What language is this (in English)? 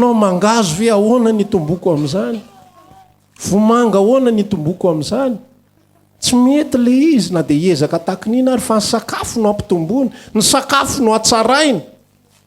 Malagasy